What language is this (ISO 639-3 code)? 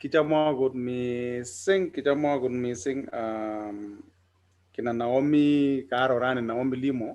kln